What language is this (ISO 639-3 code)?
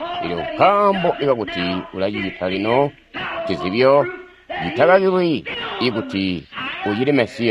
toi